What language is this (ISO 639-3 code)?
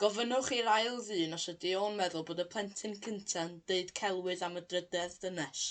cym